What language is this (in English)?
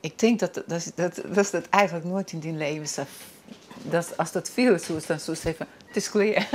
Western Frisian